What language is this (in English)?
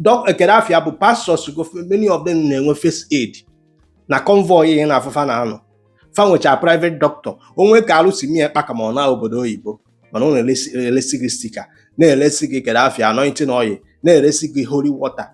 Igbo